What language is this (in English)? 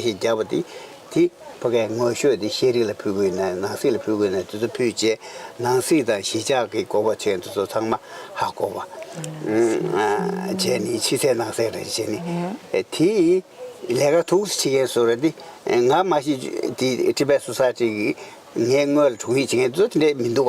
Tibetan